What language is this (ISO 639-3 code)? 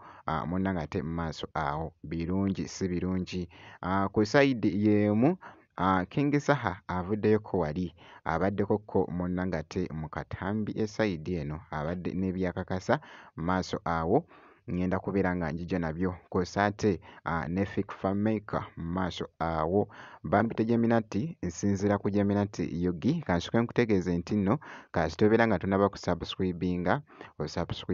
lug